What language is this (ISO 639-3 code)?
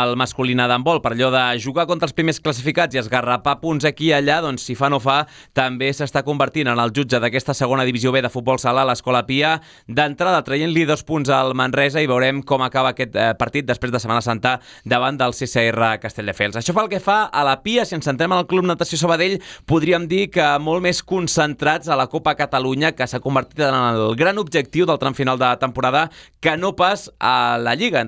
cat